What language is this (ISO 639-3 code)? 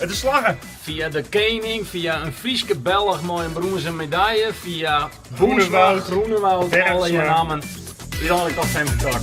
fry